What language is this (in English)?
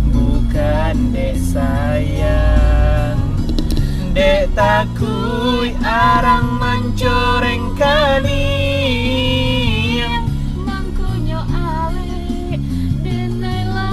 Minangkabau